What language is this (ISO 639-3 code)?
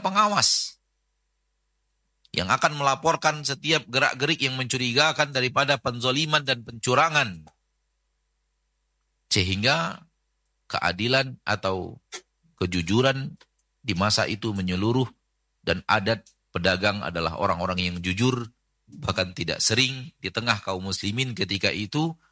ind